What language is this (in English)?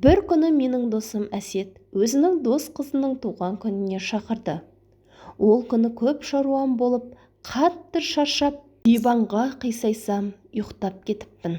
Kazakh